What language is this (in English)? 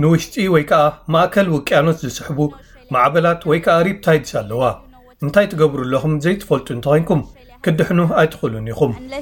Tigrinya